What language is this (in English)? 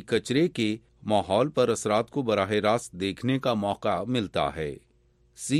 Urdu